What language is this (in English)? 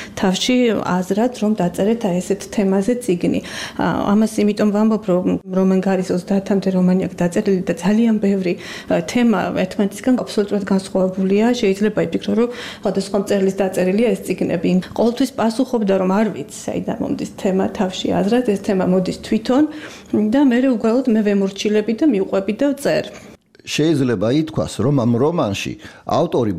Georgian